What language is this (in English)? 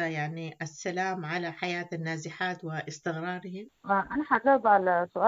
Sudanese Arabic